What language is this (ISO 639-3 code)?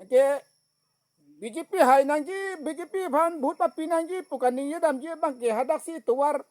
mjw